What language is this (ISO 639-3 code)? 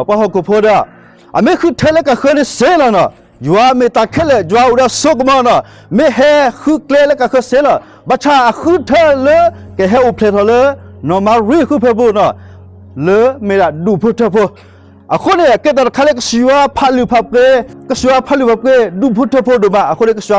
ksw